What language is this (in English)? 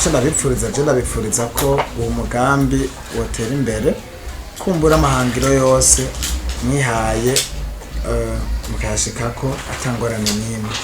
Rundi